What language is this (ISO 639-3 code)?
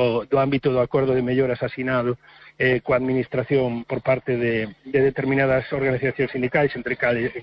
glg